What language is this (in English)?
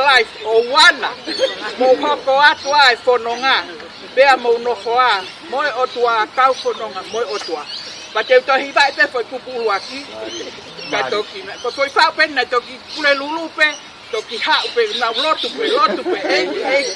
Tongan